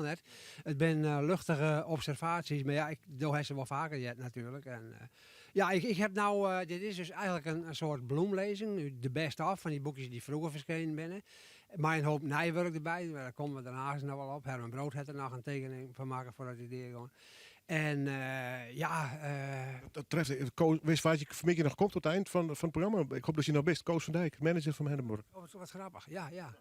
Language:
Western Frisian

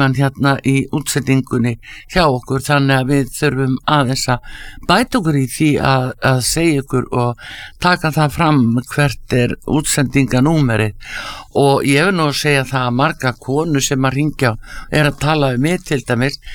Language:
Icelandic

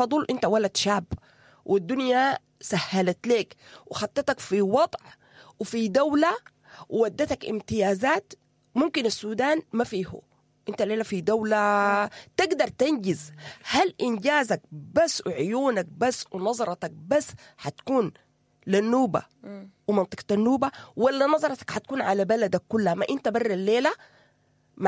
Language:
Sudanese Arabic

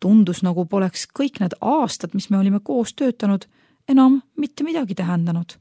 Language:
Estonian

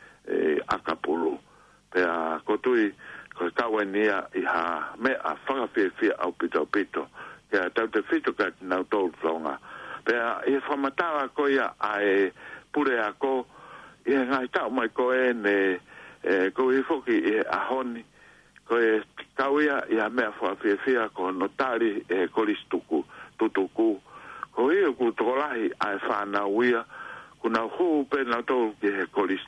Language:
Tongan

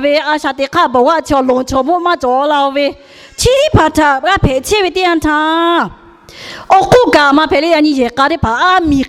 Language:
Lahu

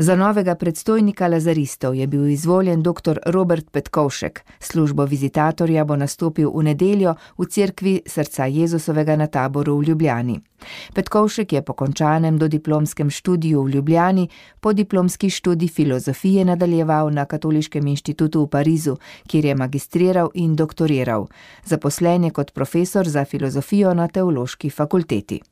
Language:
Slovenian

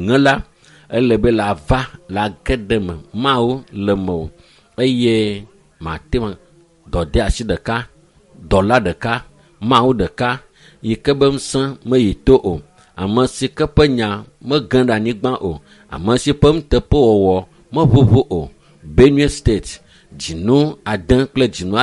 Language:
Ewe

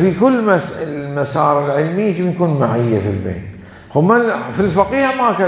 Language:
Mesopotamian Arabic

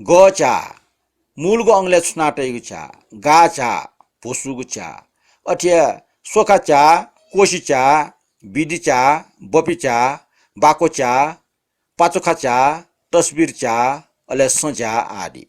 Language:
Newari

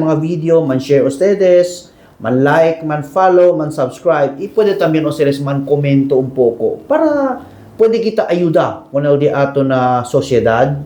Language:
Chavacano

